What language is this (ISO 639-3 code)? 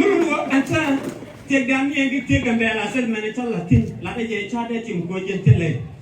nus